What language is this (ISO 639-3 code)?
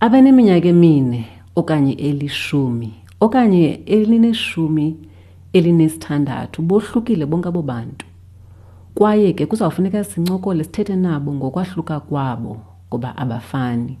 xho